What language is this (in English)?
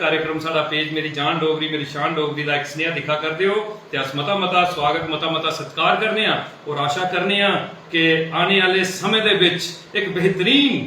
Dogri